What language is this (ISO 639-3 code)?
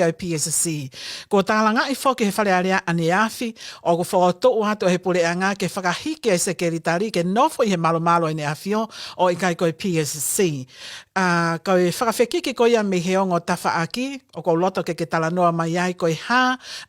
ton